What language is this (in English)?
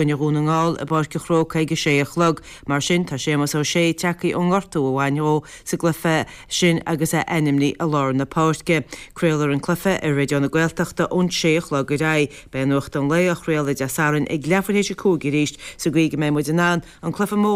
Irish